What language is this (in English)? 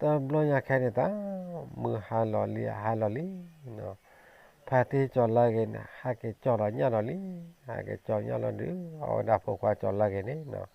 S'gaw Karen